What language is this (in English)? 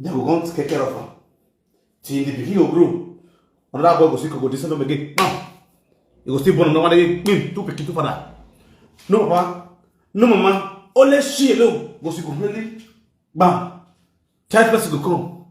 Nigerian Pidgin